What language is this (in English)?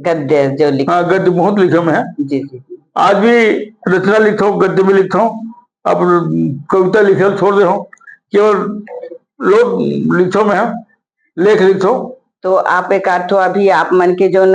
Chhattisgarhi